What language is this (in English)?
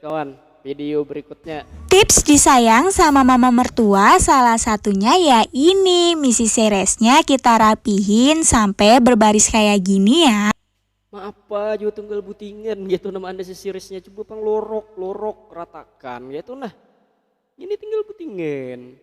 Banjar